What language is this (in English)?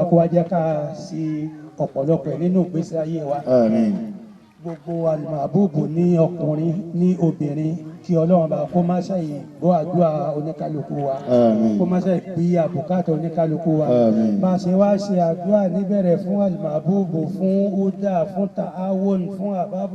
Yoruba